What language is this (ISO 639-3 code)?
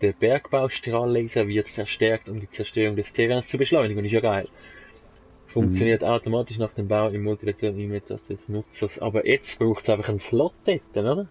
gsw